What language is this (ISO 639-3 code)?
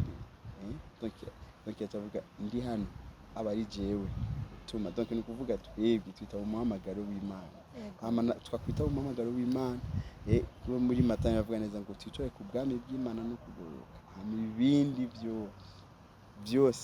run